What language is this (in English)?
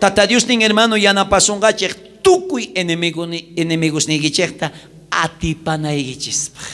South Bolivian Quechua